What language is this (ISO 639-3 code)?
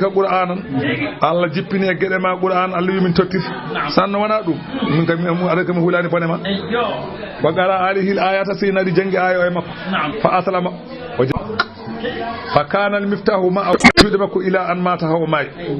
ful